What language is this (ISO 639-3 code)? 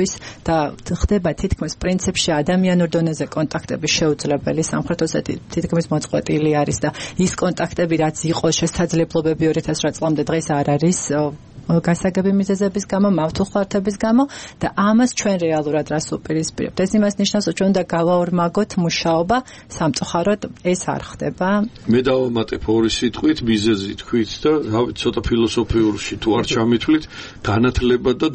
kat